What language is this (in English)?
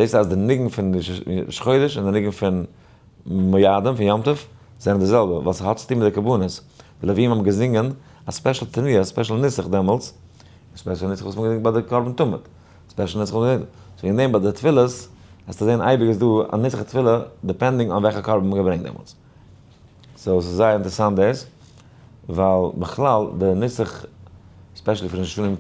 Yiddish